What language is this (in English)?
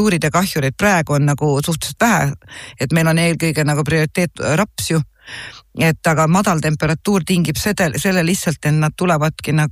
Estonian